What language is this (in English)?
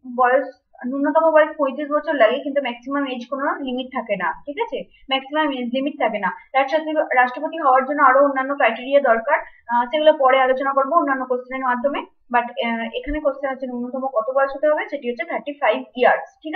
Bangla